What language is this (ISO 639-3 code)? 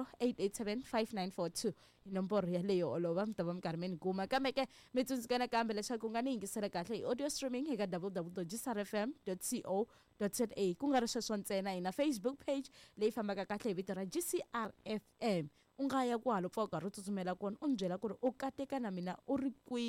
tso